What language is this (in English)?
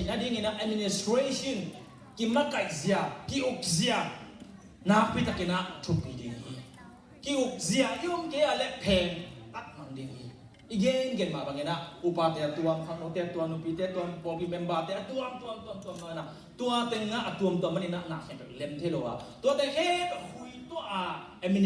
Tedim Chin